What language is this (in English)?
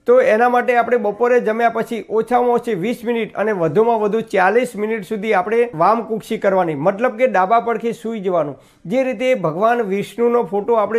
Gujarati